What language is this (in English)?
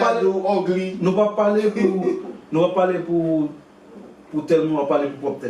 Haitian Creole